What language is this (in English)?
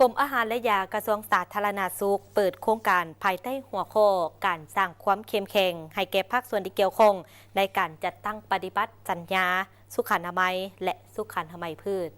Lao